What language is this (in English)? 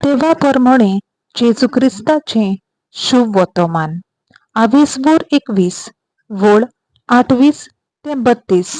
Konkani